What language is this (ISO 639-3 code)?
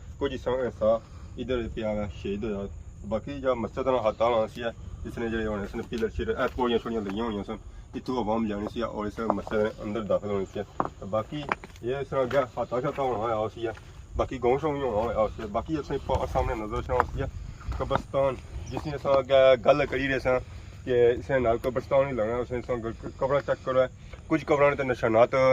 phr